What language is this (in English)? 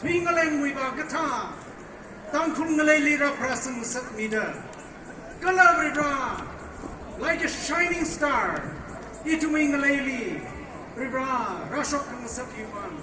Tangkhul Naga (India)